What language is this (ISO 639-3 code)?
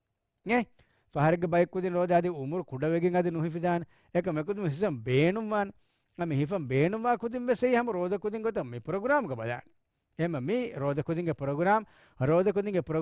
div